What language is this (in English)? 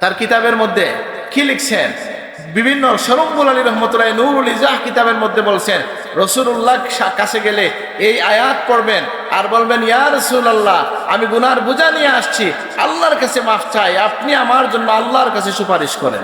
Sylheti